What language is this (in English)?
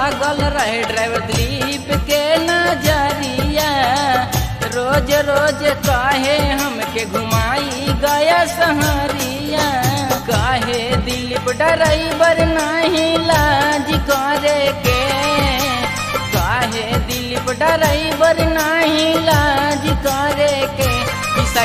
Bhojpuri